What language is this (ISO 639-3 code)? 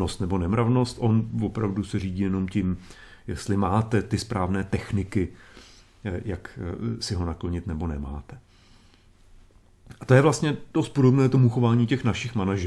ces